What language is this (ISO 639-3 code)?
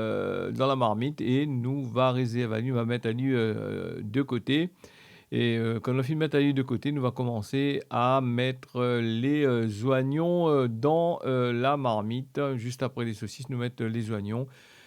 rcf